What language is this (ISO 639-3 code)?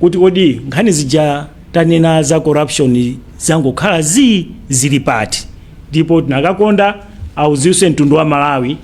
nya